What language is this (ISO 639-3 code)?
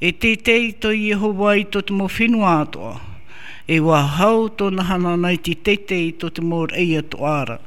tah